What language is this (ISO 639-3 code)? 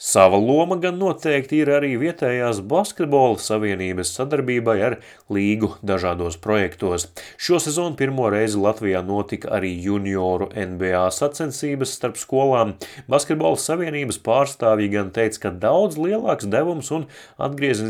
lav